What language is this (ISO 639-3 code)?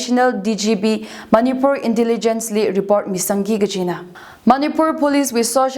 nmf